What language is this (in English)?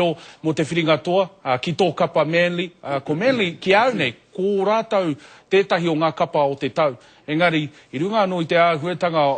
Māori